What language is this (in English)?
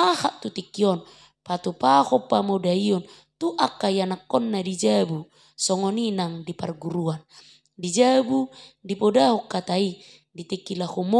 Batak Toba